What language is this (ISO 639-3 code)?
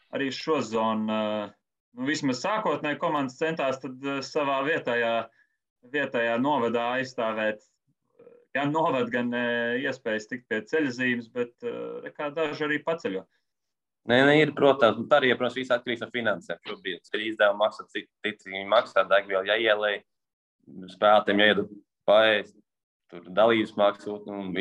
lav